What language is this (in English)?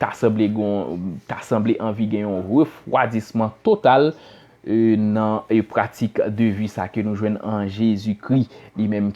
Haitian Creole